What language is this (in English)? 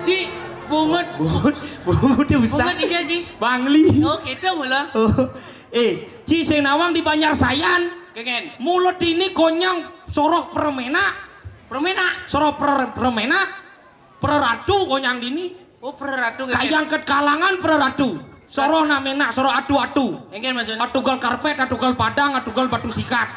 Balinese